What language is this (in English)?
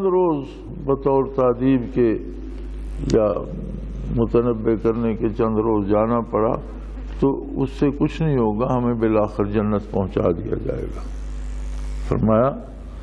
Urdu